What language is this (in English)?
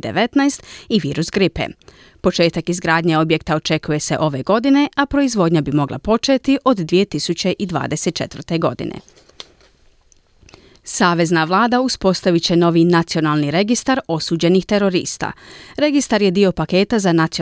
Croatian